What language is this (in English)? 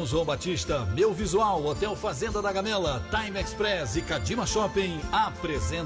Portuguese